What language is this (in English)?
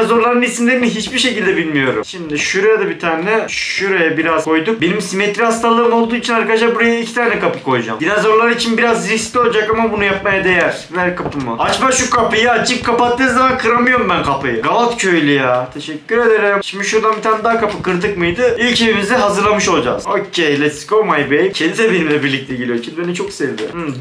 Turkish